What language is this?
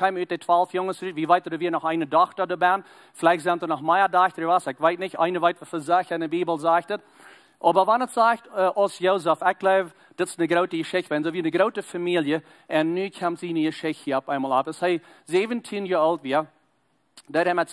Plautdietsch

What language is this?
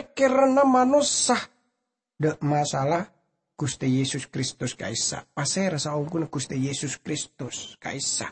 Madurese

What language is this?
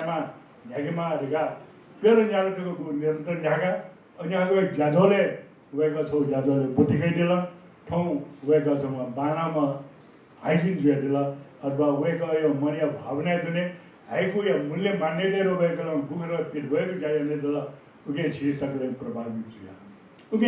Newari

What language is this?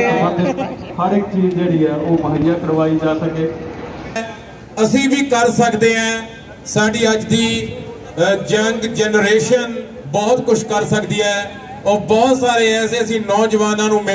Punjabi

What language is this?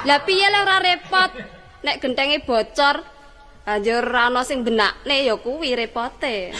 Javanese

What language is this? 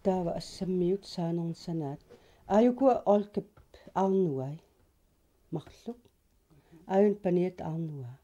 Kalaallisut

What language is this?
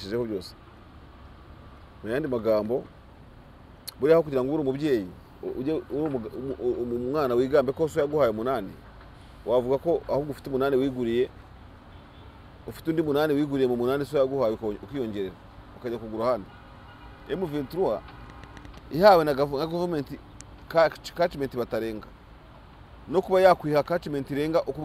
Kinyarwanda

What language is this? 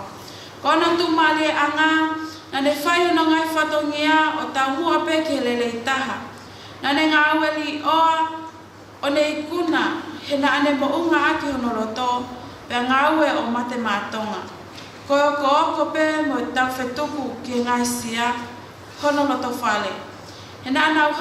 Tongan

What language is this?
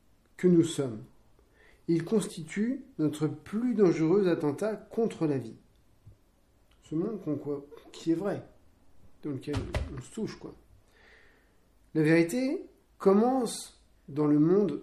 French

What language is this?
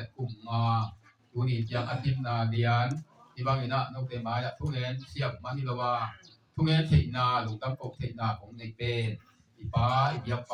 Tedim Chin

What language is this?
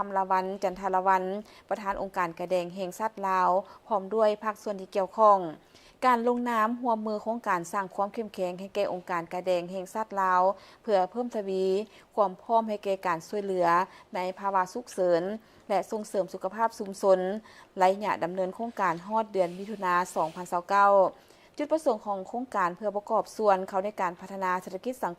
Lao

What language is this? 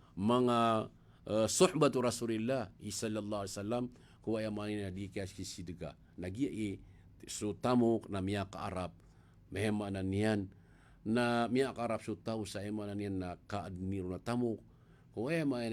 Maranao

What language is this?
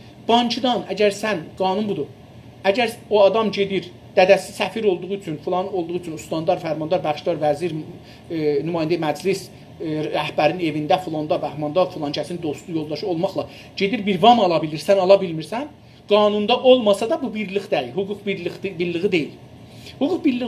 South Azerbaijani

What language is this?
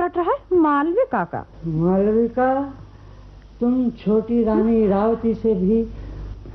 Hindi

